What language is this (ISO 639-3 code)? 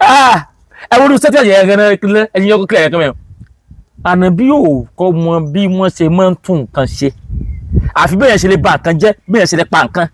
yor